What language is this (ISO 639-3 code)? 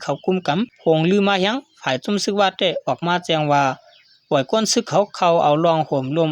shn